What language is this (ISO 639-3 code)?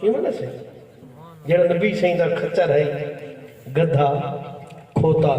skr